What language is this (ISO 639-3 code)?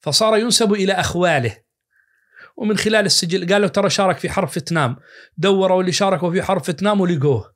ars